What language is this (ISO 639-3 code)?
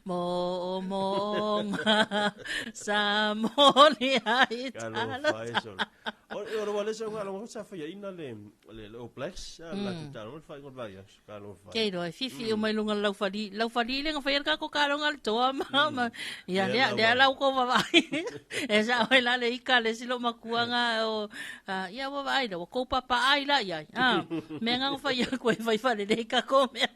smo